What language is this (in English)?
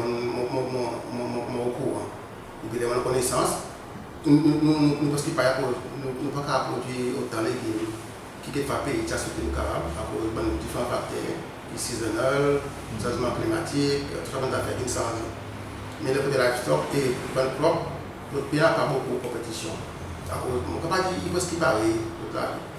Seselwa Creole French